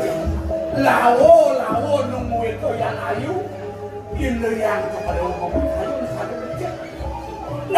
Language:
Balinese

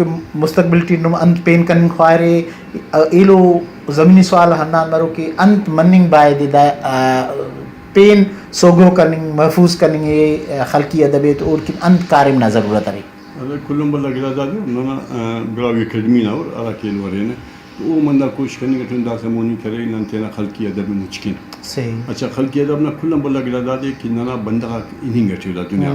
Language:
Brahui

